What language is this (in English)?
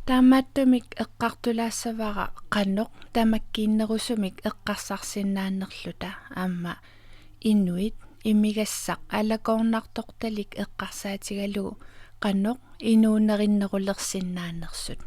Kalaallisut